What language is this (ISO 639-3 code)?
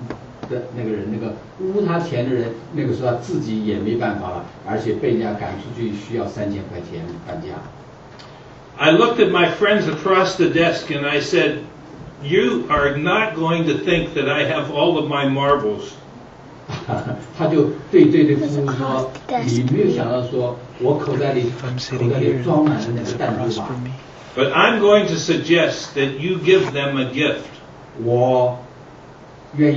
zho